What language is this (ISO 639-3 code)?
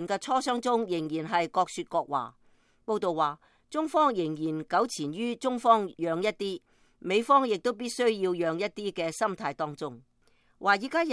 yue